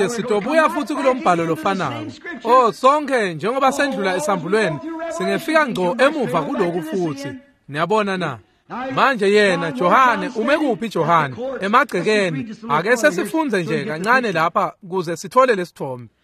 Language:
Swati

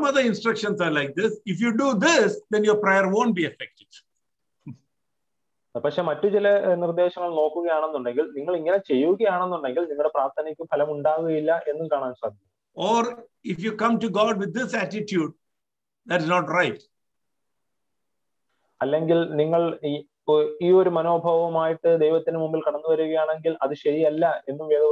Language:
Malayalam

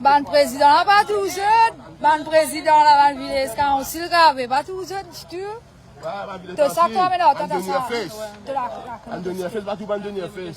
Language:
Morisyen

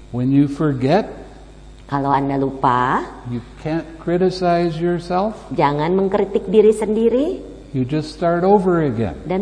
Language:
Indonesian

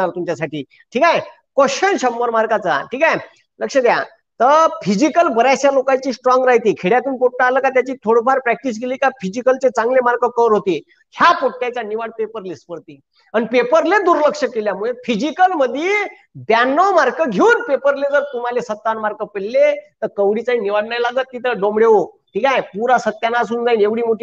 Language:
Marathi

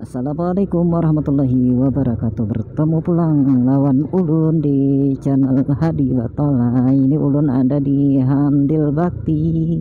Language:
Banjar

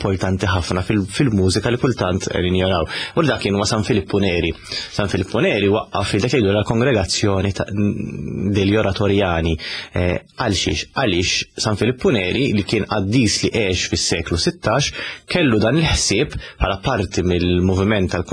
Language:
Maltese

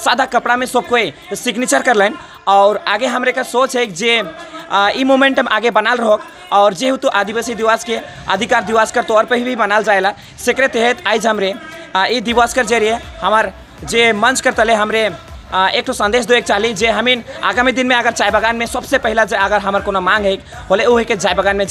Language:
Sadri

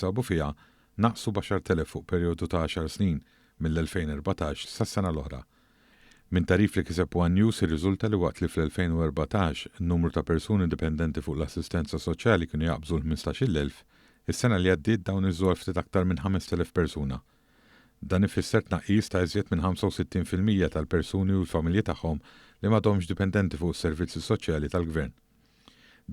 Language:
Maltese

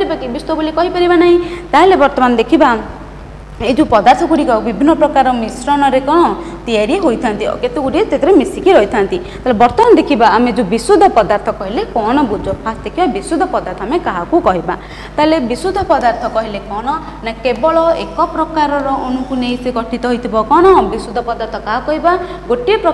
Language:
Odia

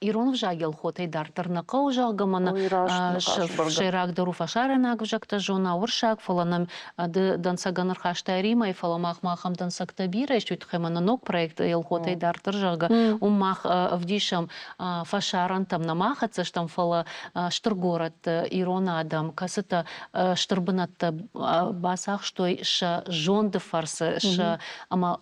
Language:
Ossetic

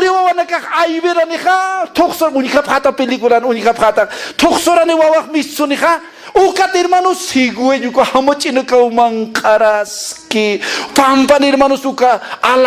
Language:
Aymara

